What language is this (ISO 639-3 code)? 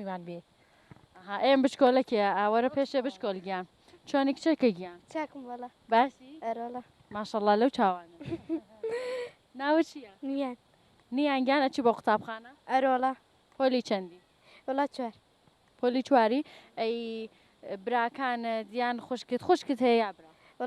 ckb